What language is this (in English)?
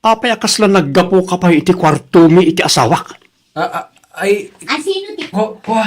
Iloko